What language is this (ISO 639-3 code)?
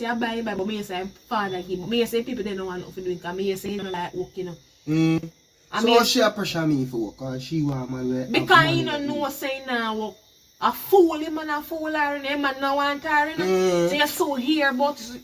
jam